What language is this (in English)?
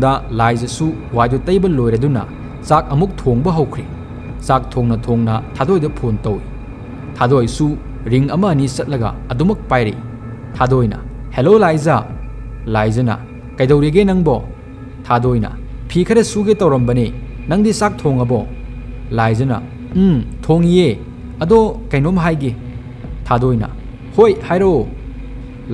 Manipuri